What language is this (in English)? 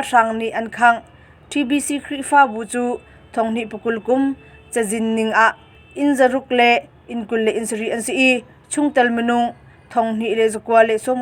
Hakha Chin